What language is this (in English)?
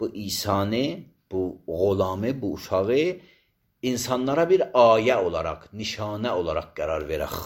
Azerbaijani